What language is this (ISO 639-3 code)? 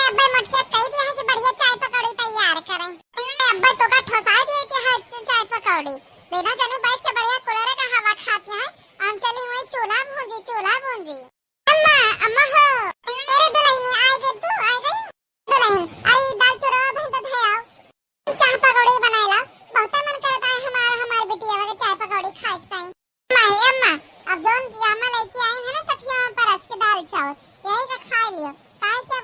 awa